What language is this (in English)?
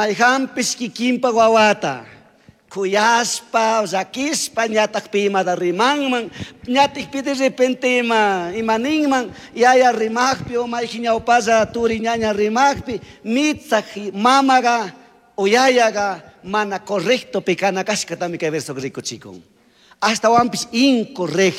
Chimborazo Highland Quichua